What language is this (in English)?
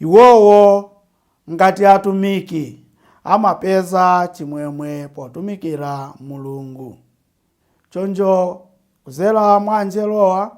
Nyanja